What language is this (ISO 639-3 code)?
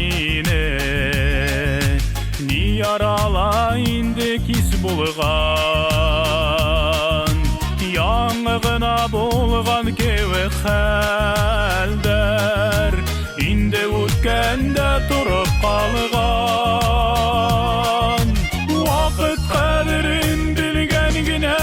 bak